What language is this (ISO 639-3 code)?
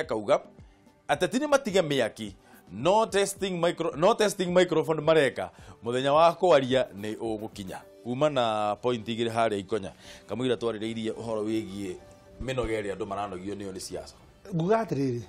kik